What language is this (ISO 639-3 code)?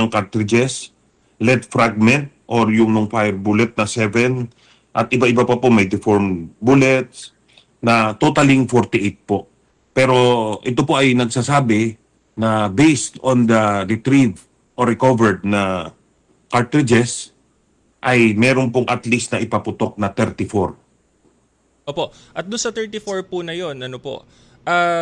fil